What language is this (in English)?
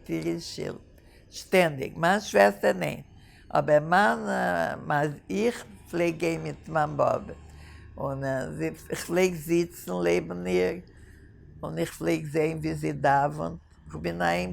Yiddish